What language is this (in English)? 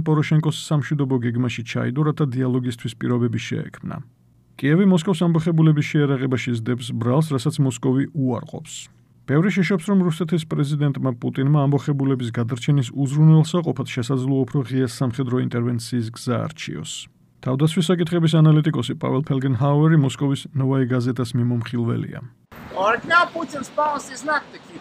Georgian